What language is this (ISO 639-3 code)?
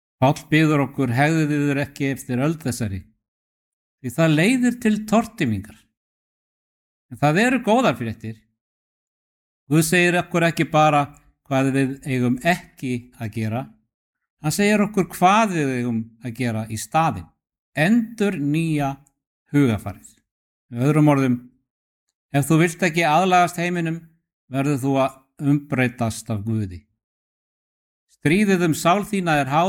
isl